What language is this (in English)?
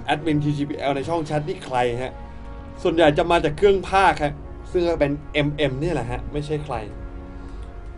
Thai